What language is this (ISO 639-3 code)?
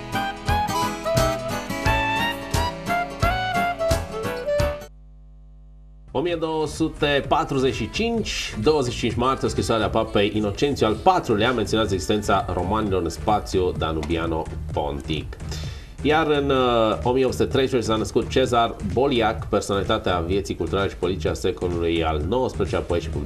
ron